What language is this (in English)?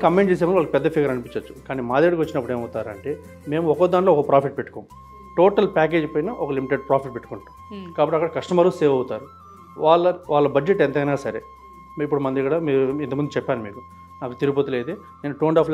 Telugu